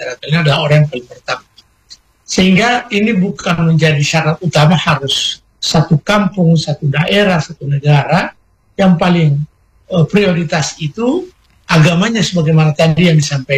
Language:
Indonesian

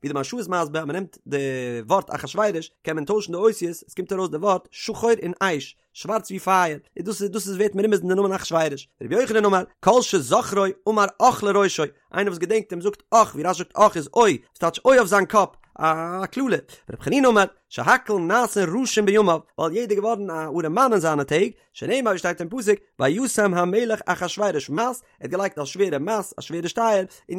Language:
Yiddish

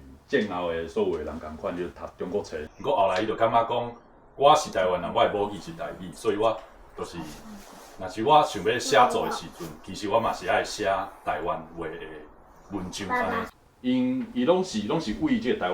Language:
Min Nan Chinese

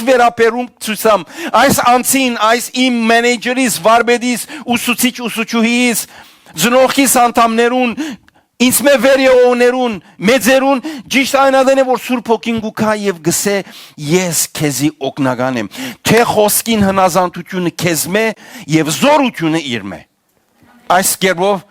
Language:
Western Armenian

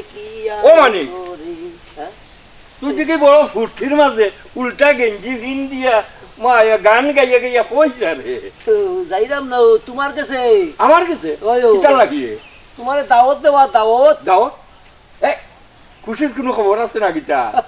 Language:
Sylheti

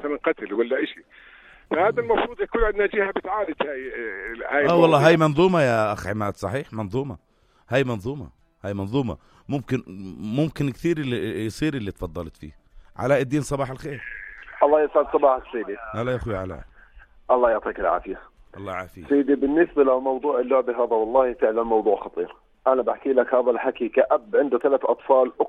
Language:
North Levantine Arabic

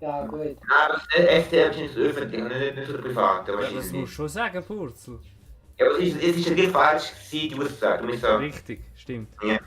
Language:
Swiss German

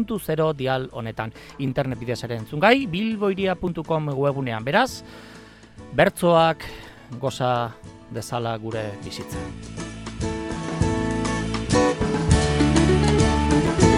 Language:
Basque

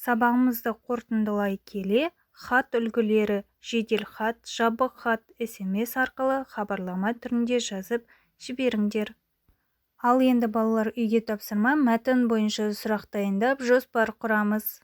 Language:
Kazakh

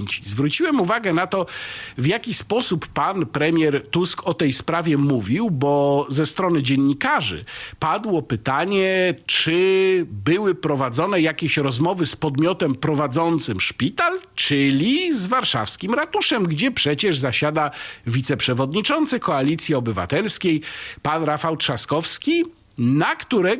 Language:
Polish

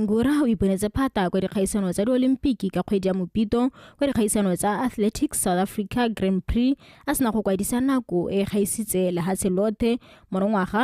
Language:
Tswana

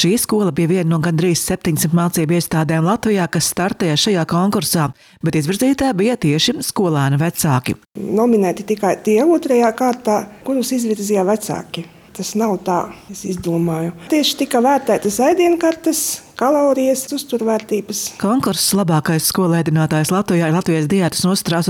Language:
Latvian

